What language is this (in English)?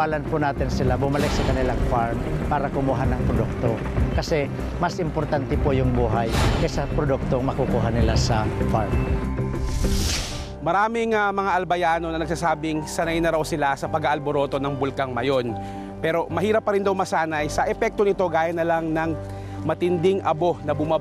Filipino